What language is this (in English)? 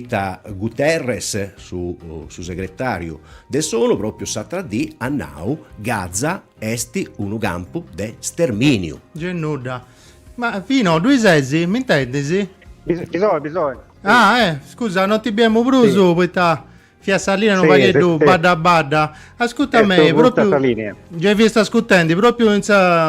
Sardinian